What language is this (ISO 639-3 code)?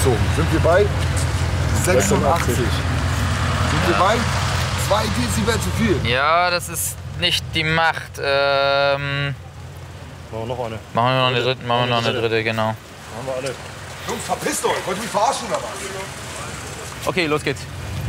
deu